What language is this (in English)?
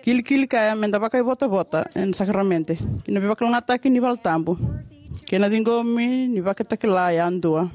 Fijian